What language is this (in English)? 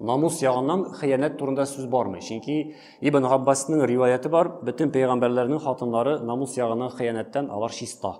Tatar